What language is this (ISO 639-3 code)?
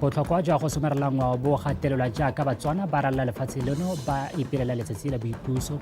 tsn